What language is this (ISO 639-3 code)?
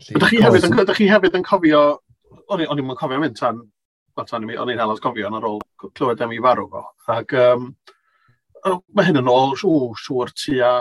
cym